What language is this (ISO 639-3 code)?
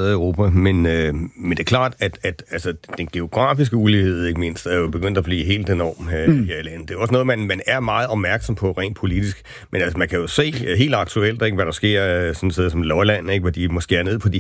dan